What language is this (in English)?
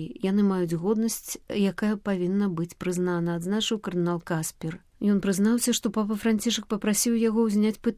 Belarusian